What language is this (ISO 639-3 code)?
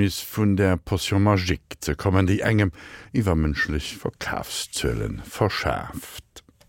ltz